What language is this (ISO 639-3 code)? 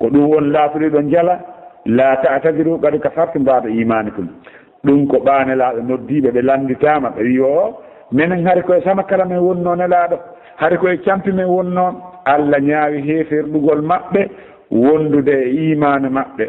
fuf